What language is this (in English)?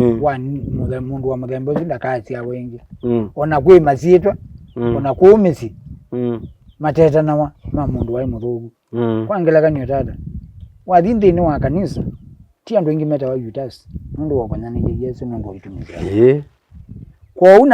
Kamba